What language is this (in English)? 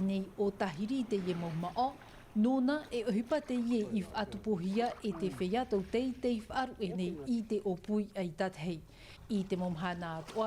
Tahitian